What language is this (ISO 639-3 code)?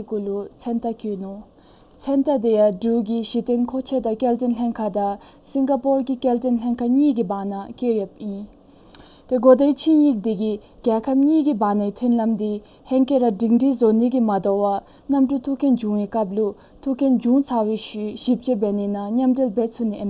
dzo